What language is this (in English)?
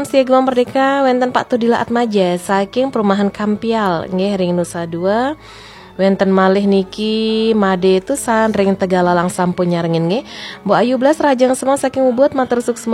Balinese